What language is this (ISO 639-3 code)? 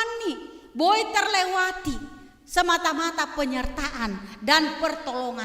bts